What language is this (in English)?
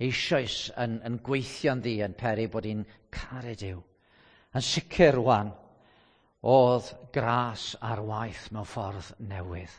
Welsh